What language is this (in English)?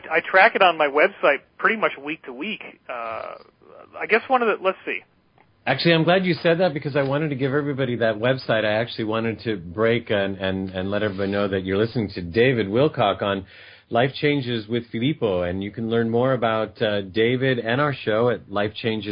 English